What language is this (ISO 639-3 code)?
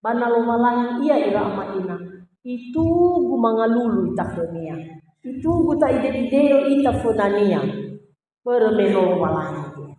nia